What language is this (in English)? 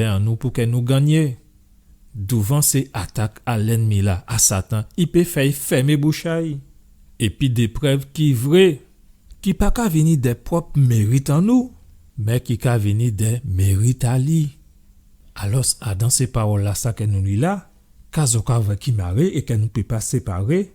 Guadeloupean Creole French